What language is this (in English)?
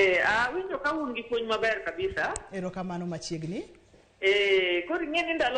Luo (Kenya and Tanzania)